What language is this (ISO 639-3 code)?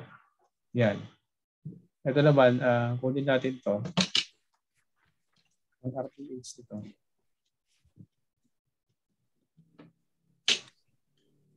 fil